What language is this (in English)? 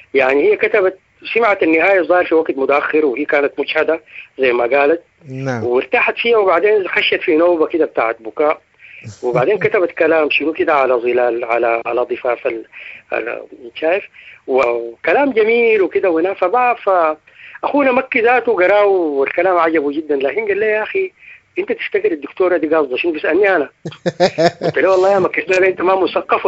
Sudanese Arabic